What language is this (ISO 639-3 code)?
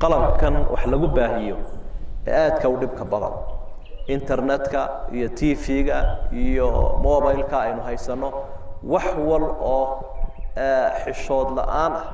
som